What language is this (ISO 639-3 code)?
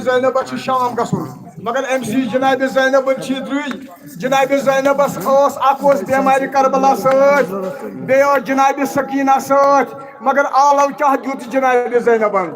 kas